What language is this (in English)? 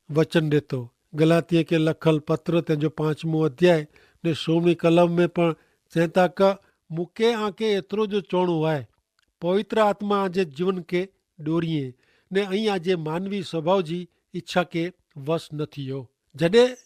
Kachhi